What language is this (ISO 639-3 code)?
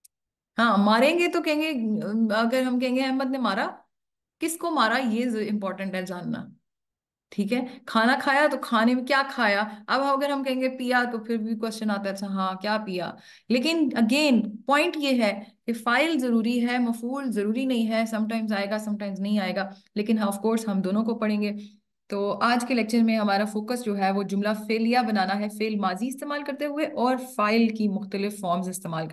urd